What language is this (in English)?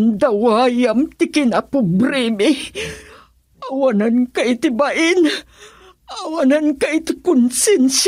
Iloko